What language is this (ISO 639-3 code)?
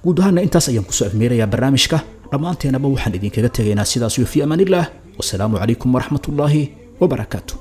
som